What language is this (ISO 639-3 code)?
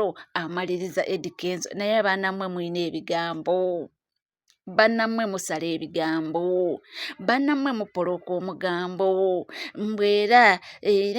lug